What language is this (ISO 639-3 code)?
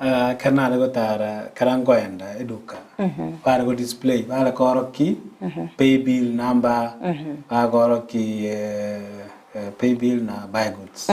guz